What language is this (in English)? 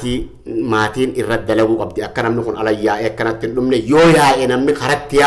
Oromo